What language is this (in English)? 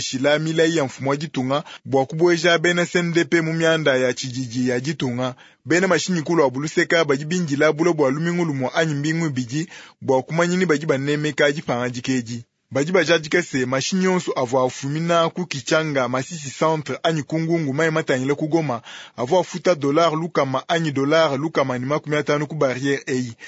Luba-Lulua